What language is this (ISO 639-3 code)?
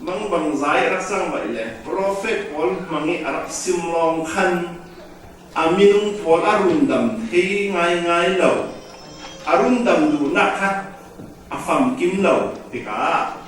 cfm